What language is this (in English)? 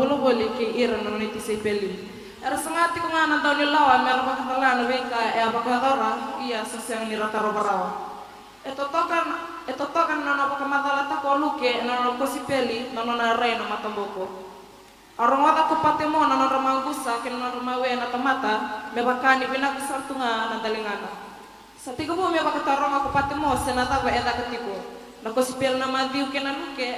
Fijian